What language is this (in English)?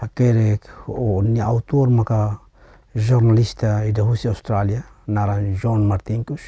Tetum